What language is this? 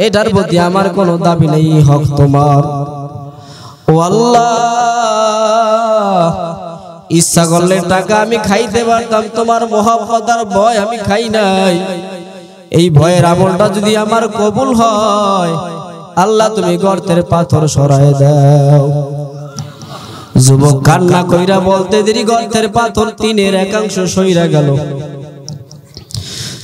Bangla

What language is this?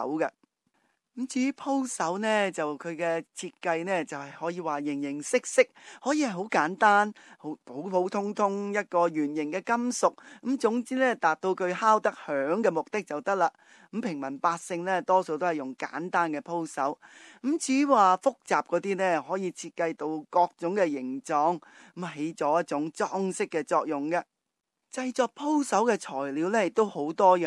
Cantonese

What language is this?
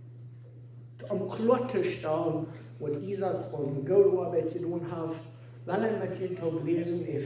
Plautdietsch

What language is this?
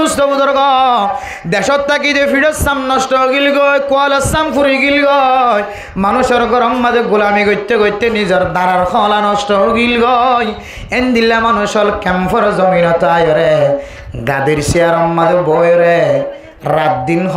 Rohingya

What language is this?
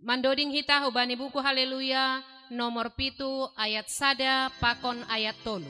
Batak Simalungun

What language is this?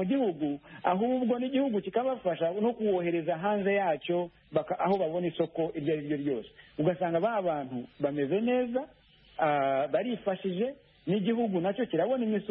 Kinyarwanda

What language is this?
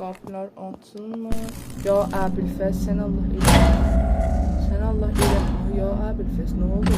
South Azerbaijani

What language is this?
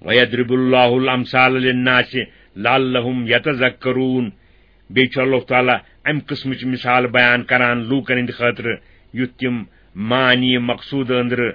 Kashmiri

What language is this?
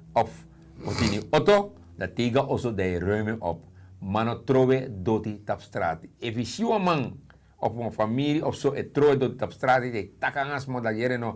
Sranan Tongo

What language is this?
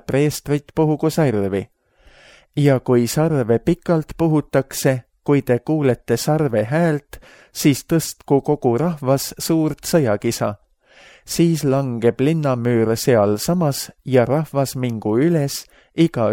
Estonian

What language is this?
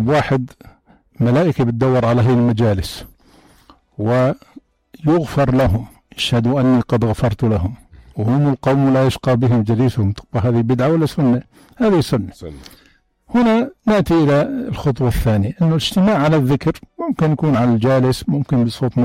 North Levantine Arabic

